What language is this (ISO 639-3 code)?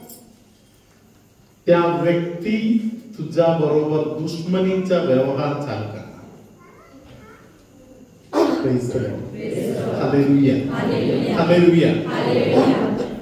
mar